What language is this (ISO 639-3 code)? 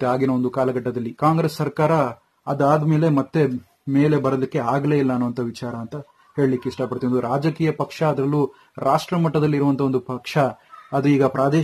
kan